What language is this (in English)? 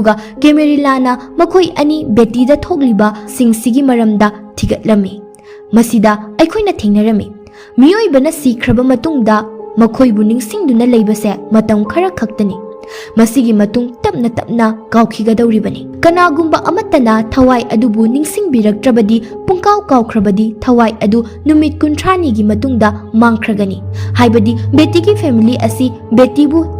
Manipuri